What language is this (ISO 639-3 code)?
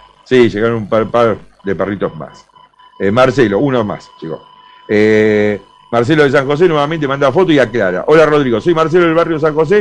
spa